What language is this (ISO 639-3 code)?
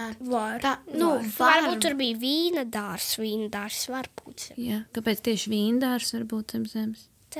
lav